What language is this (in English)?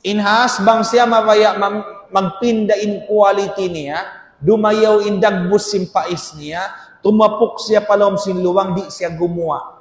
Tausug